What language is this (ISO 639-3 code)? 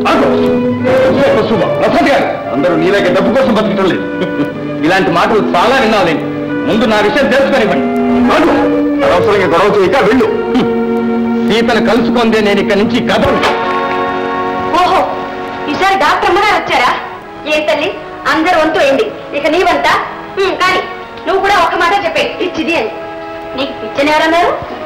tel